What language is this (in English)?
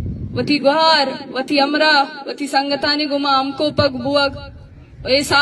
Eastern Balochi